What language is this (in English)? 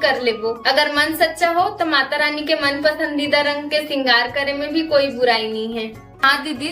Chhattisgarhi